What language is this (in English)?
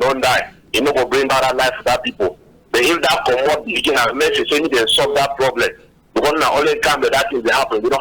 Cameroon Pidgin